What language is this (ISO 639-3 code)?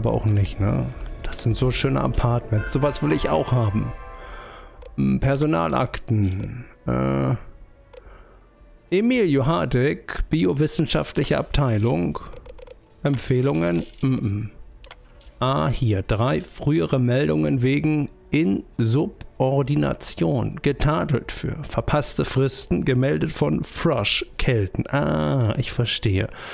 deu